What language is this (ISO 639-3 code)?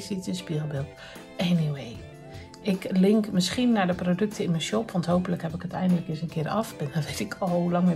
nld